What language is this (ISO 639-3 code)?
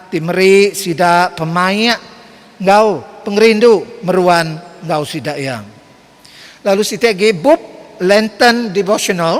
iba